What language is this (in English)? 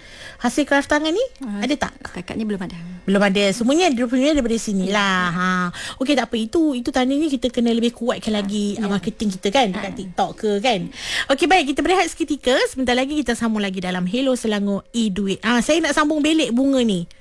Malay